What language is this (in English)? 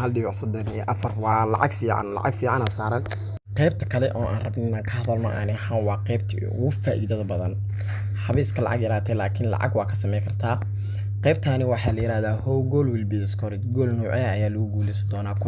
Somali